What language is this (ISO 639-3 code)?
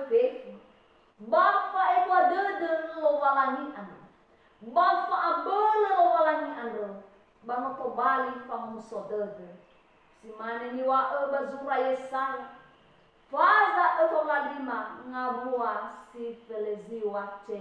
nia